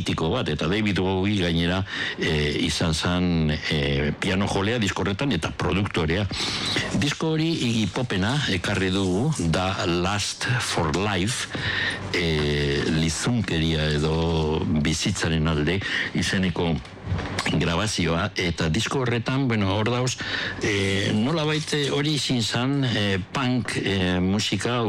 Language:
Basque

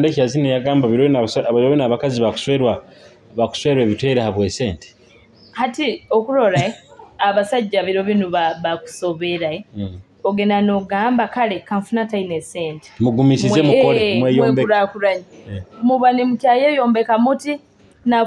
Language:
Nyoro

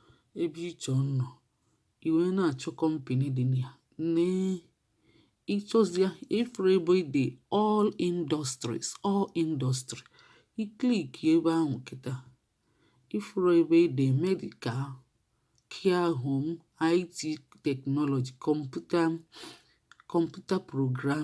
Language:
Igbo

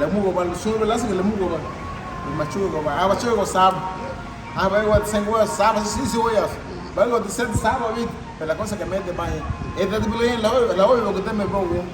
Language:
Garifuna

